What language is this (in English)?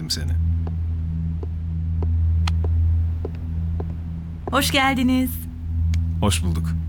Turkish